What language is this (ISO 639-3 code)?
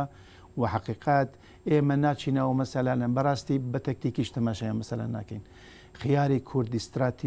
ckb